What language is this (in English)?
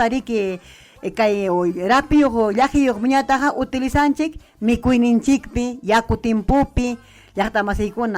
Ayacucho Quechua